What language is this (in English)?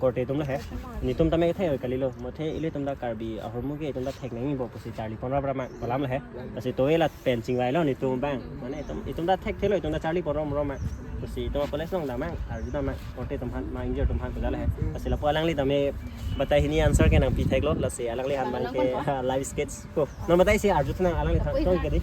Karbi